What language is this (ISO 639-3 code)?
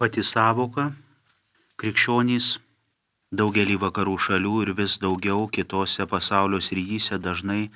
lit